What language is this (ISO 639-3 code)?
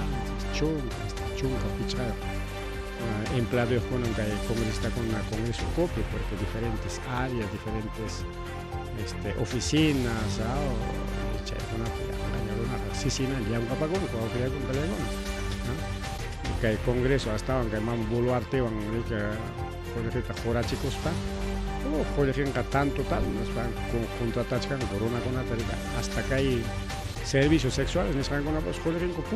quy